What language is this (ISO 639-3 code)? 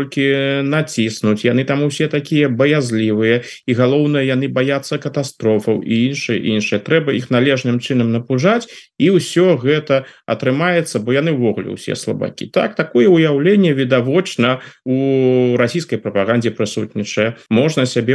bel